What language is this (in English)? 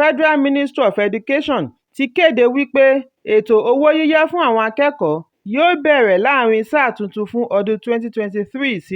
Yoruba